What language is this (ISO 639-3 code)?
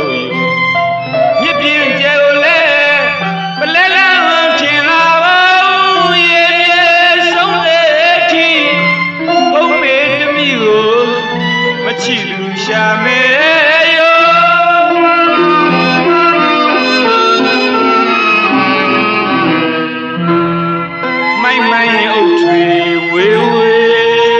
mya